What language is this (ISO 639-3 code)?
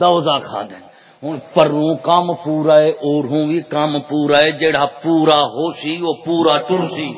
skr